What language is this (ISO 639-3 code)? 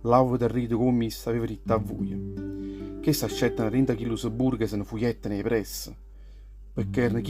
nap